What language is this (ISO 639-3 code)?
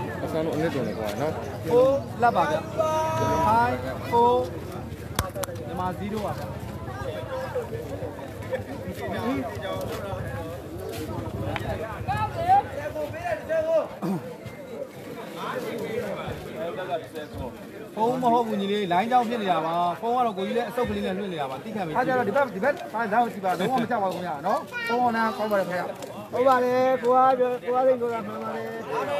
mya